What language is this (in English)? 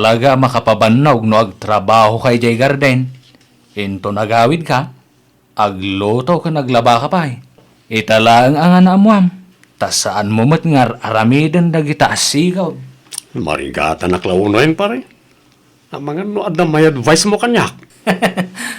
Iloko